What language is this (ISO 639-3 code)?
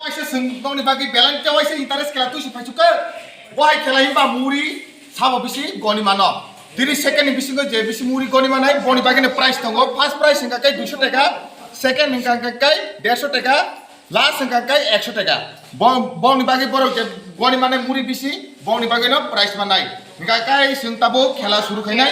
trp